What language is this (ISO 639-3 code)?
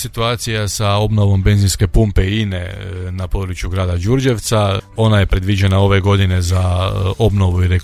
hrv